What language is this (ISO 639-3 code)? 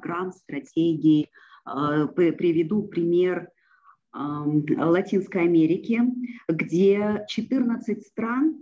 rus